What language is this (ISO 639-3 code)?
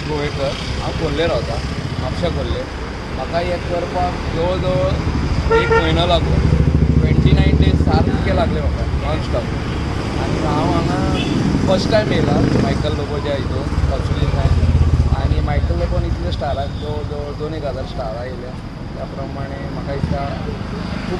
kok